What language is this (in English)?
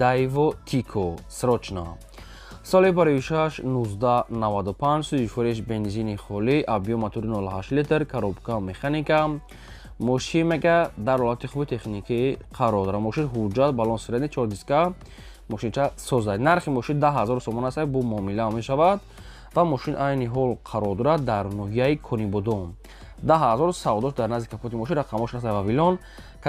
Tajik